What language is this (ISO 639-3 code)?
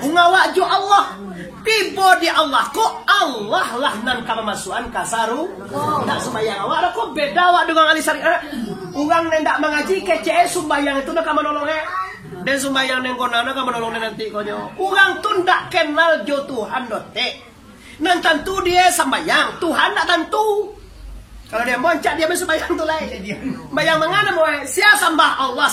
min